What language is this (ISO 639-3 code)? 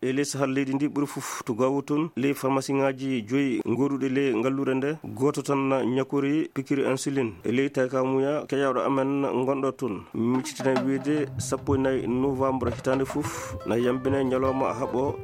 ful